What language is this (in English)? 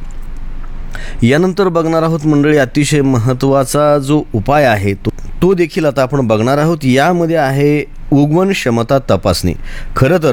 Marathi